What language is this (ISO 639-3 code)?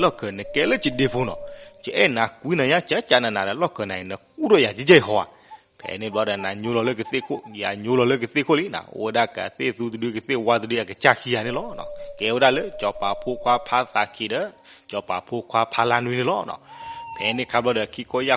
ksw